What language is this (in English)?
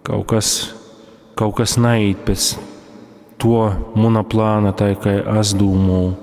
Latgalian